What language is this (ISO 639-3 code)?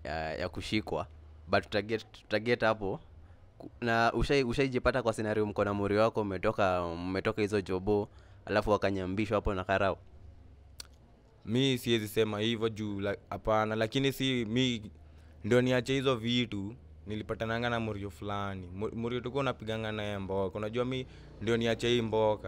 swa